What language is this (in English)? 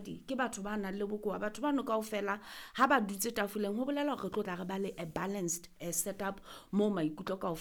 Southern Sotho